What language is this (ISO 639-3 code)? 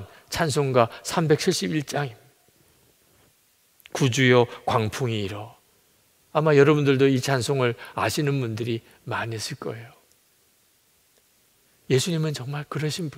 kor